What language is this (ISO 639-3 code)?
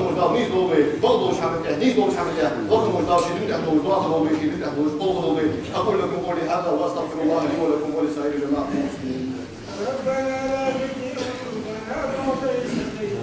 inh